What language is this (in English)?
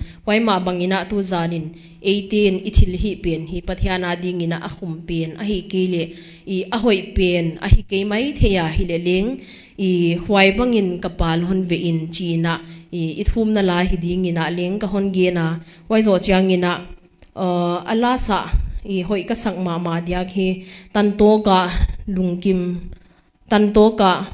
Paite Chin